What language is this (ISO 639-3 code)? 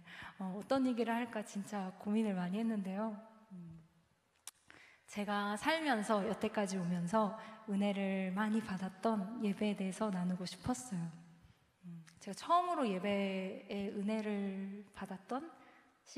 kor